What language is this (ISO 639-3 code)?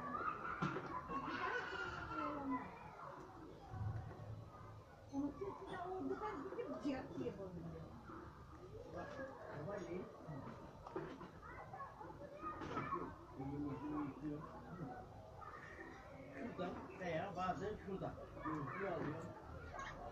tur